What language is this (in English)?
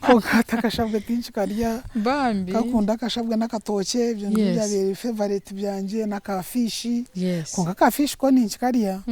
Nyankole